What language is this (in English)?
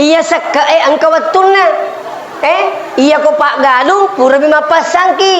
Buginese